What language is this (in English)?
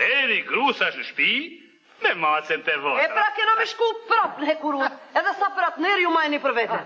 Albanian